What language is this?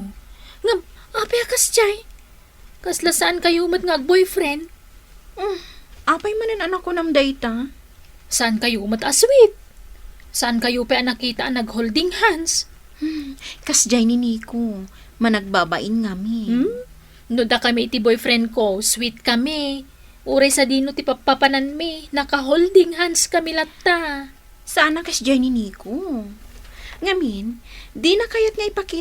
Iloko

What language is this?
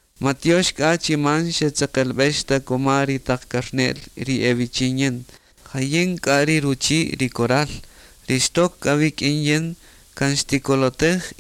Kaqchikel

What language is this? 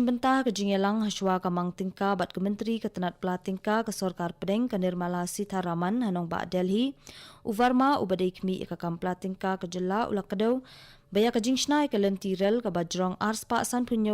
Khasi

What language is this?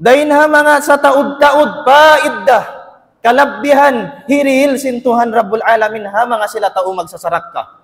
Tausug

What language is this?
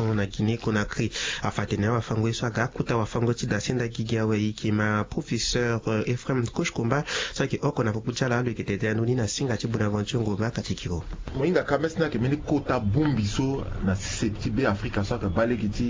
Sango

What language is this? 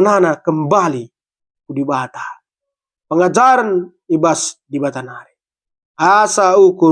Batak Karo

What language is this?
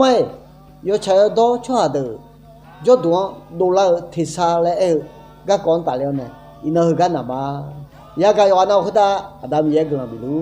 Akha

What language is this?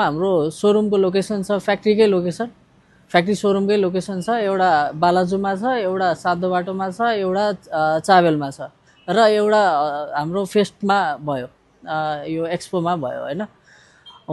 Nepali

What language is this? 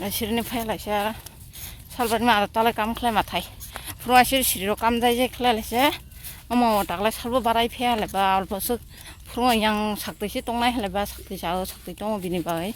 Kok Borok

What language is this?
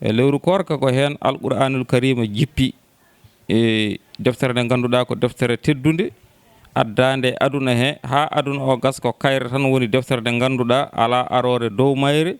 Fula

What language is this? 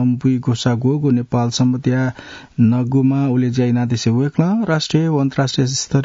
Newari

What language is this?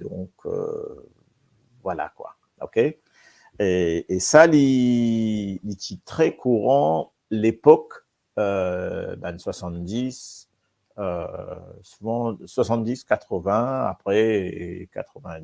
Morisyen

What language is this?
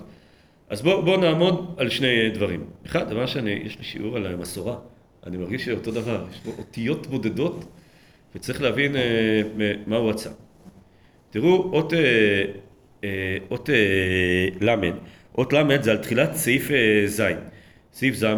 Hebrew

